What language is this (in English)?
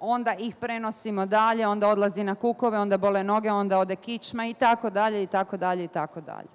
Bosnian